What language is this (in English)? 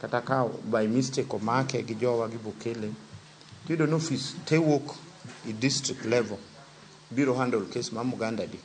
Luo (Kenya and Tanzania)